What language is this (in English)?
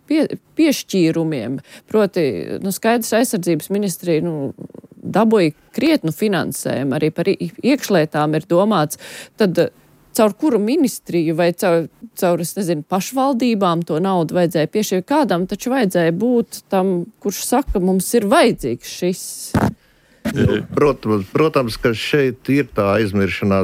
Latvian